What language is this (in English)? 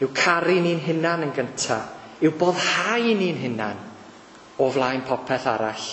Welsh